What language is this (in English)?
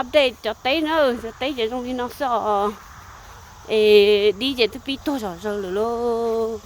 Hmong